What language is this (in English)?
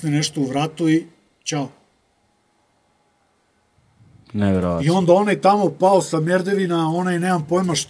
Serbian